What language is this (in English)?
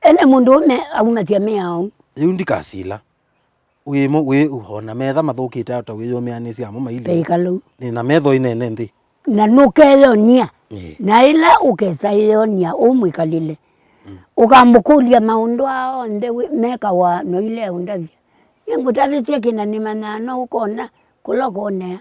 Kamba